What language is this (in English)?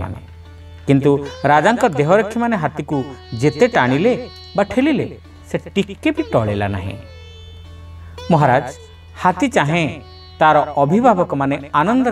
Odia